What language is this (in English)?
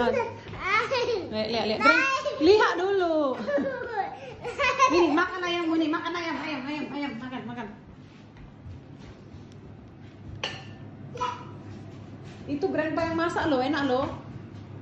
Indonesian